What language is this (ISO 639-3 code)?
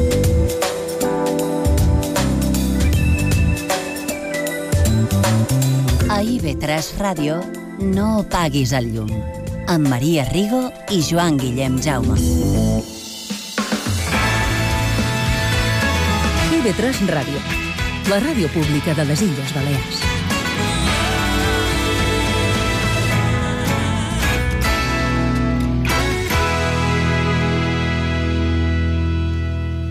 cat